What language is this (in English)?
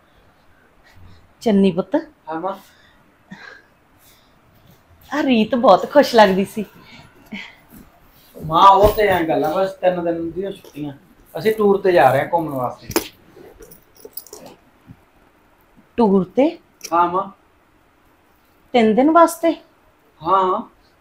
Punjabi